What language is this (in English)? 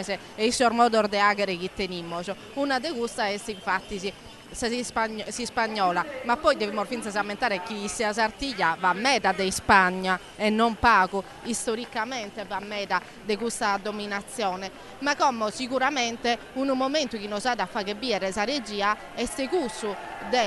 Sardinian